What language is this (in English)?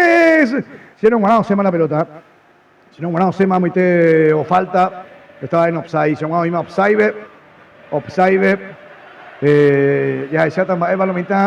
Guarani